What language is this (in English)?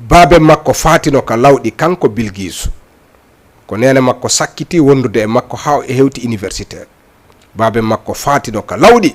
Fula